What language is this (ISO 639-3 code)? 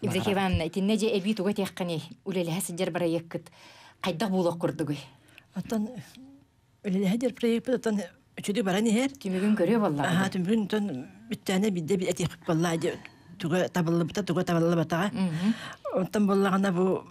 sah